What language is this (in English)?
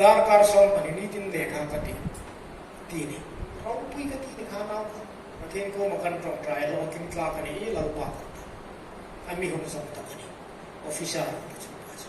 Hmar